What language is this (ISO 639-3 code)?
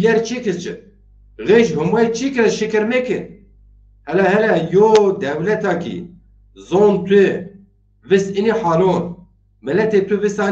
zza